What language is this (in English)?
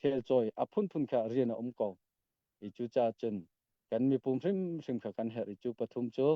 Hakha Chin